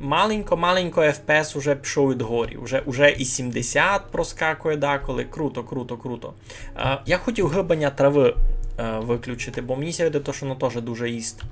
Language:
Rusyn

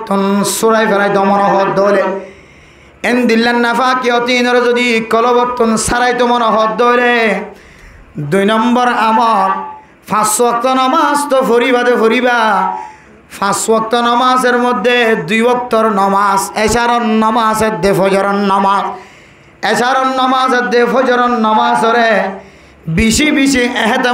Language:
Rohingya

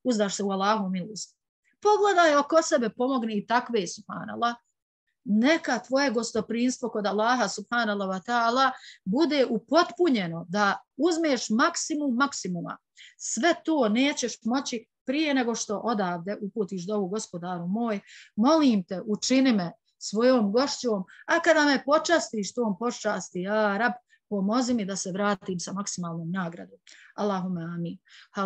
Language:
Bosnian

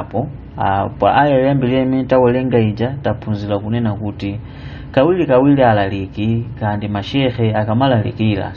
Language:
Nyanja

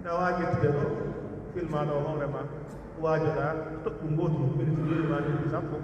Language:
Pular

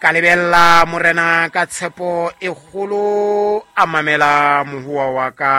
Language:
Southern Sotho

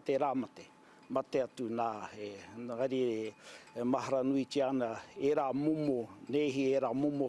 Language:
Māori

